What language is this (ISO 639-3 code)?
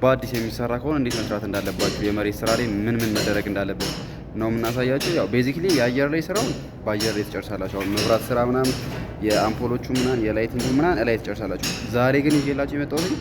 amh